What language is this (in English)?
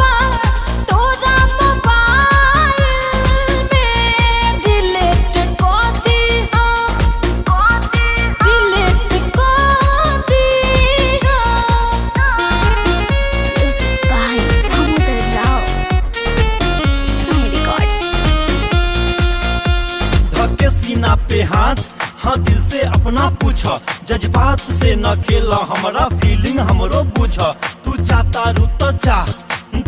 Bhojpuri